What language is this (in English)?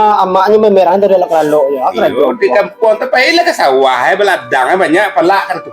Minangkabau